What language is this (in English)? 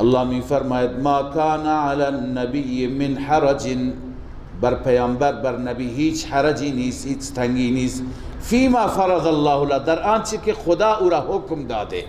Persian